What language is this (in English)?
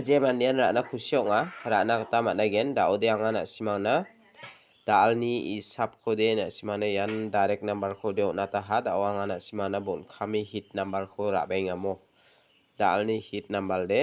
Garo